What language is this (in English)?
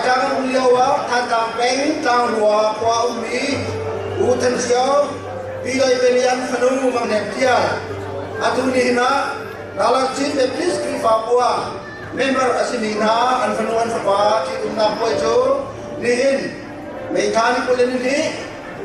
Hakha Chin